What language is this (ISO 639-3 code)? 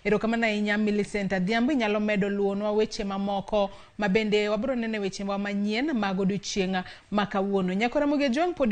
luo